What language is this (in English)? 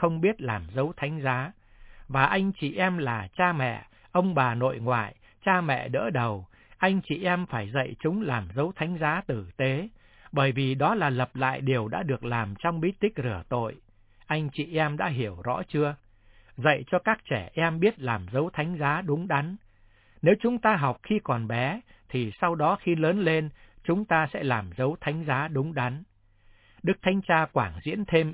Vietnamese